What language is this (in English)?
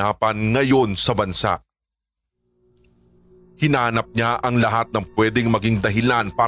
Filipino